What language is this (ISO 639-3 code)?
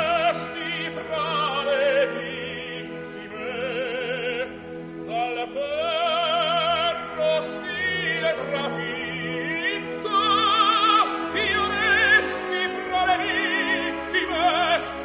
ita